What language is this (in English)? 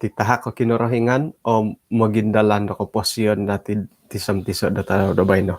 Central Dusun